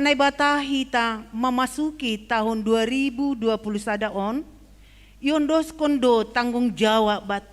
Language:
Batak Simalungun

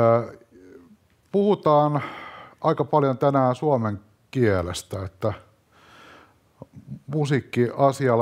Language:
Finnish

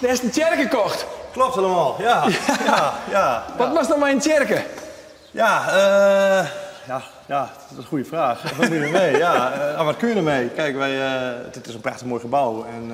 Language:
Western Frisian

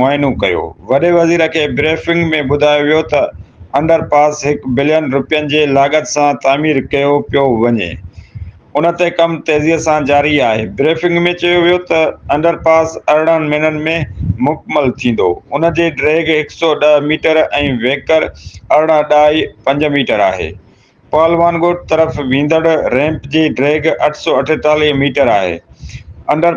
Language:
Sindhi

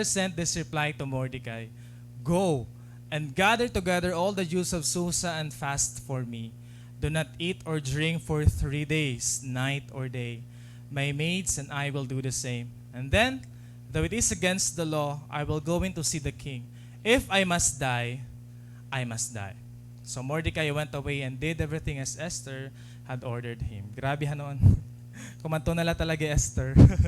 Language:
Waray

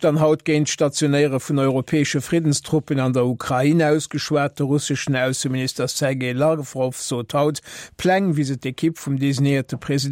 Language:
Luxembourgish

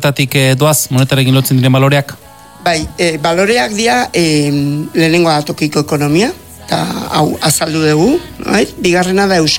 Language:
Basque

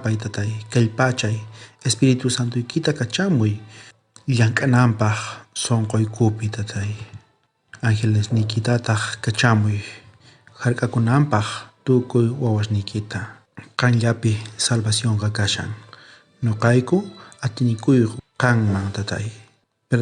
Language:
South Bolivian Quechua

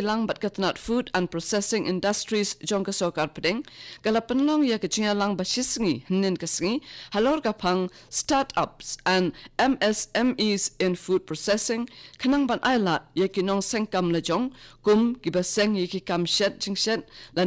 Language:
Khasi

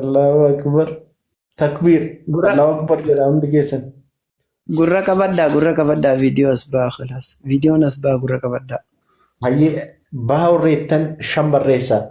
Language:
Oromo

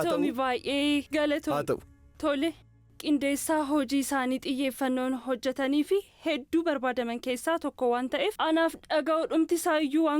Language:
Oromo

